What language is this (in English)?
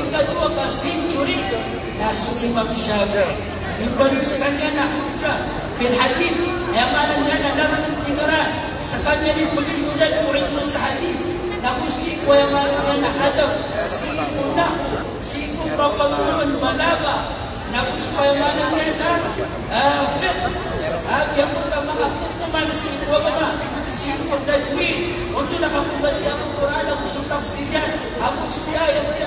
Maranao